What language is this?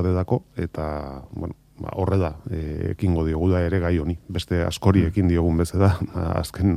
Basque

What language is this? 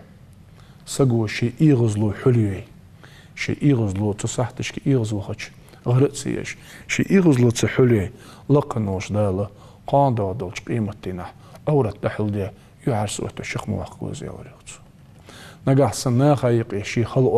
Ingush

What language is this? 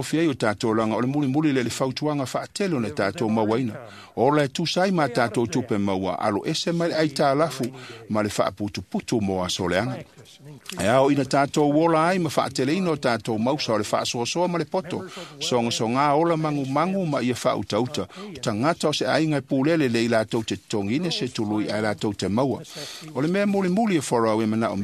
Samoan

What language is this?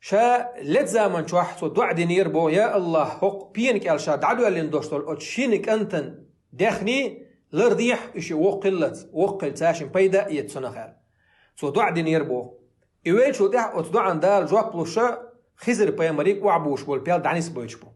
Chechen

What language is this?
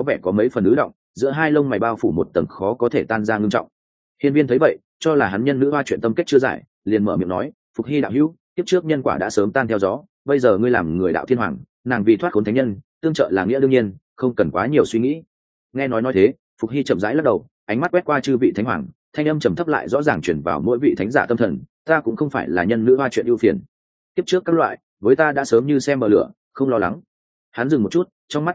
Vietnamese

